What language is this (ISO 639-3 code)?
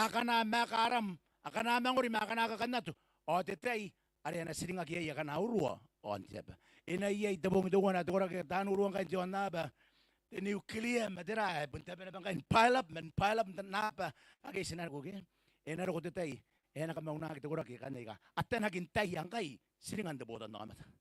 gil